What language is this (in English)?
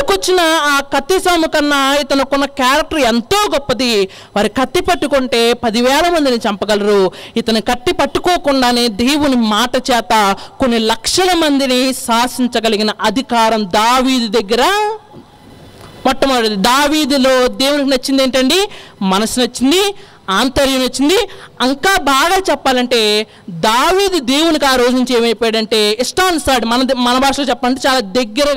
Telugu